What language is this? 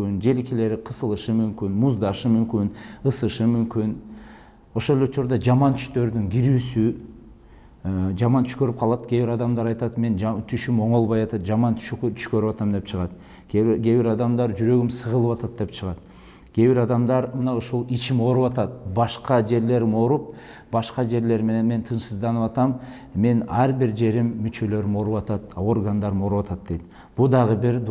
Kyrgyz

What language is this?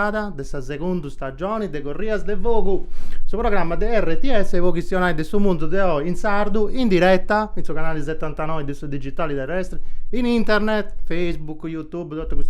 Sardinian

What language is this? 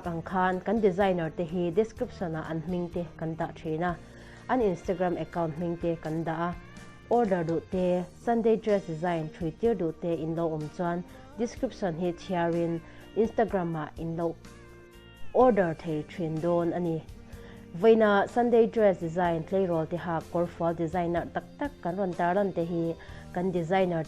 Mizo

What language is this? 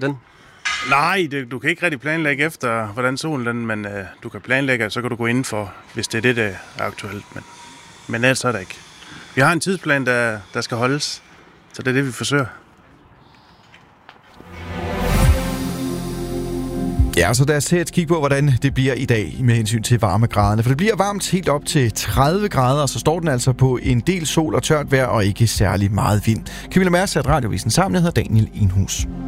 Danish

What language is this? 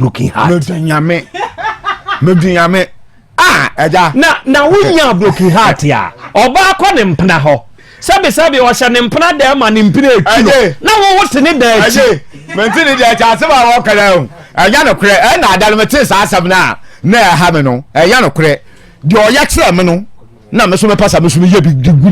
Akan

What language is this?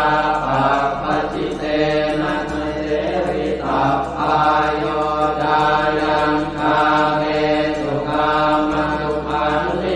Pali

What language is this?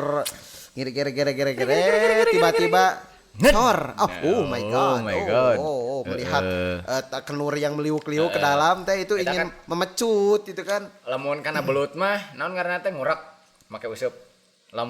Sundanese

